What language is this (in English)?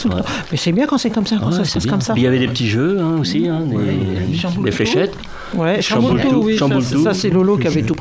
French